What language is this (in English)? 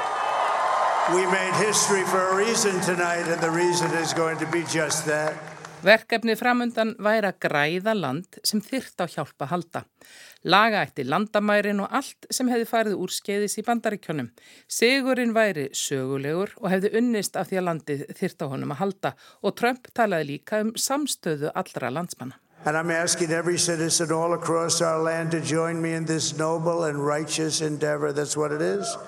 Icelandic